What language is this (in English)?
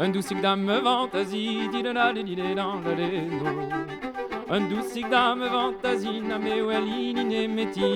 Breton